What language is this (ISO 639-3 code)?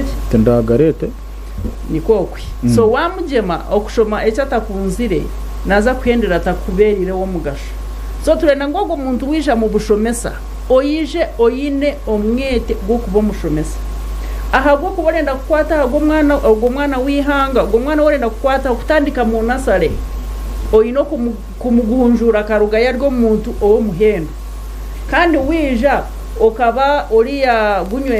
nyn